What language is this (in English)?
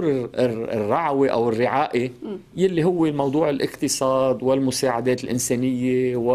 North Levantine Arabic